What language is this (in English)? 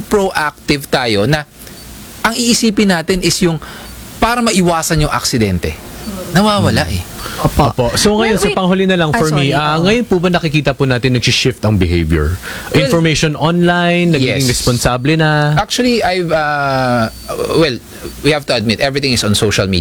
Filipino